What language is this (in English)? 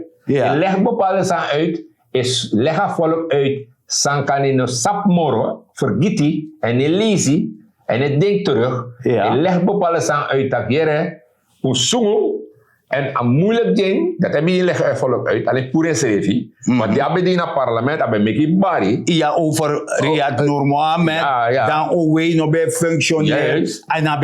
Sranan Tongo